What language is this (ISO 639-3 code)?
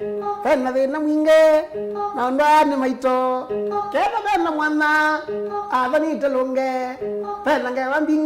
kam